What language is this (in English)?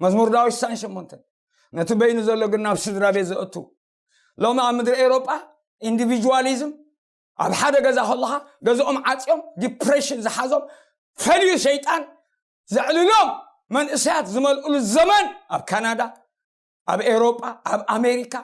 Tigrinya